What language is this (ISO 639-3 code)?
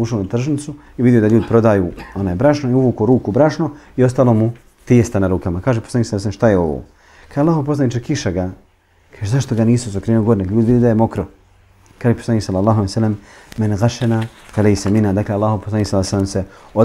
bos